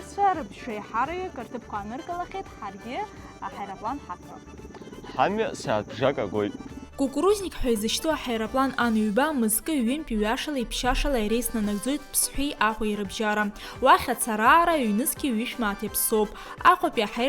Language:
Abkhazian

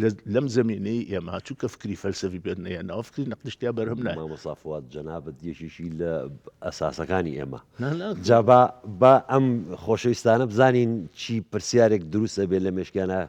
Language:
Central Kurdish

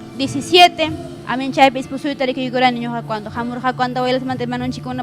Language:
Ayacucho Quechua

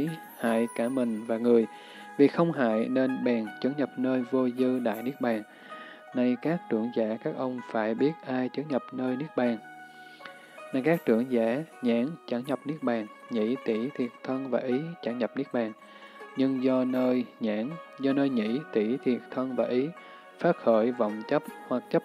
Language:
Vietnamese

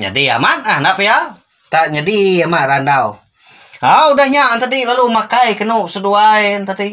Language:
Iban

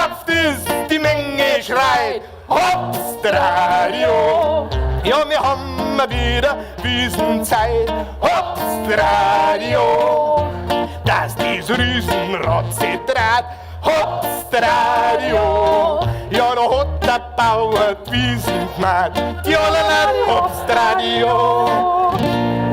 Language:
Bavarian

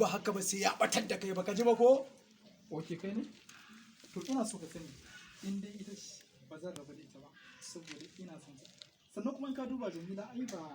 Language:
Hausa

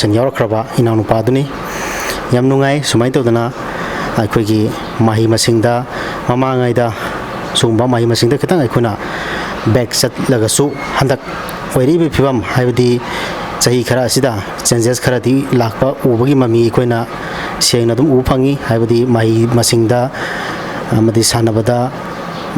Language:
Manipuri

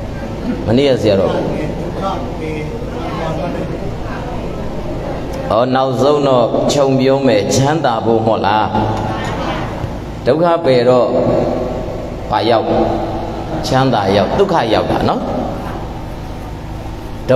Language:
Burmese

